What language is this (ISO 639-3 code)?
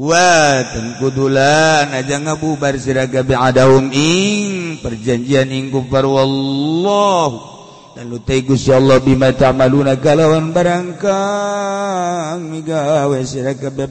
sun